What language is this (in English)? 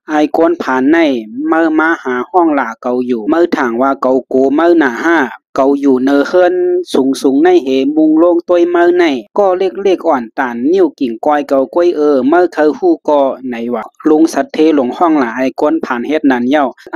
Shan